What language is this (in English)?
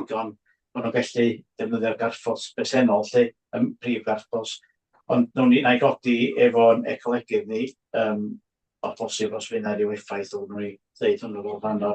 Welsh